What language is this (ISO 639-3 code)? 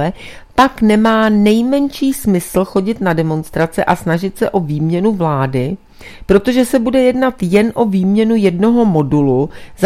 ces